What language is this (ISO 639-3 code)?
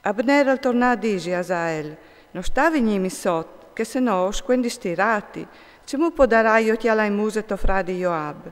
fur